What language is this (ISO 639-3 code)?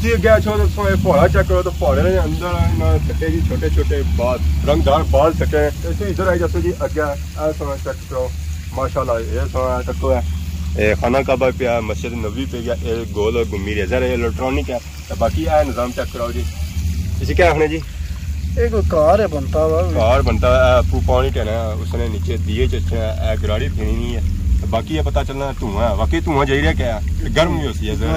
phr